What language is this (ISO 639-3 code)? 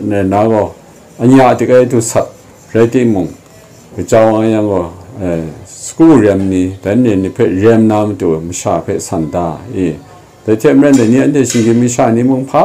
kac